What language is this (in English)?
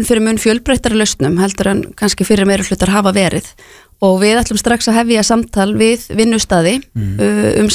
Icelandic